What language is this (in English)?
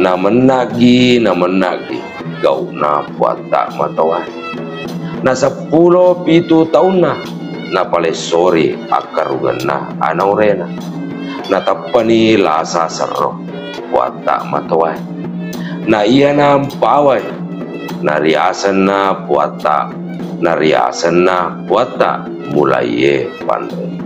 Buginese